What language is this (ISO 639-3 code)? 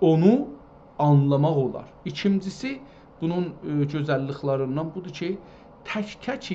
azb